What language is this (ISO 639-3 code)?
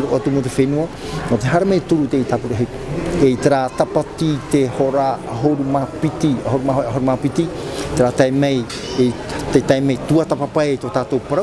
tah